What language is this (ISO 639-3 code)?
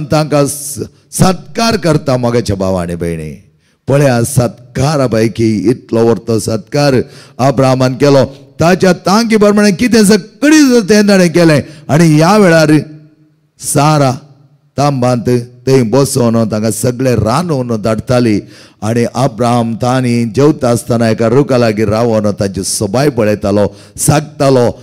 kok